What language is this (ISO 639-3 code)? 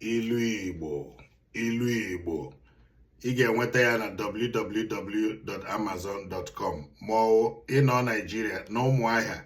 ibo